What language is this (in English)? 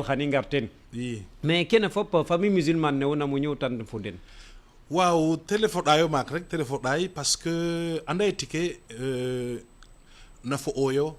Serer